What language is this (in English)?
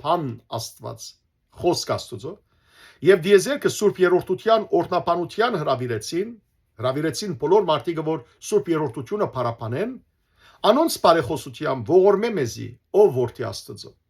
Western Armenian